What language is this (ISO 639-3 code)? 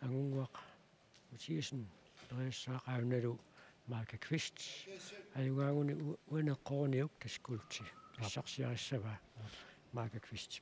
kal